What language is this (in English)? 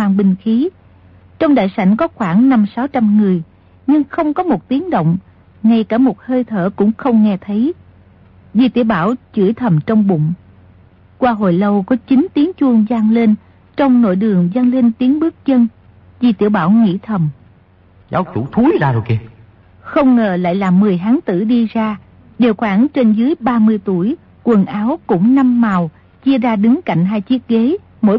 Vietnamese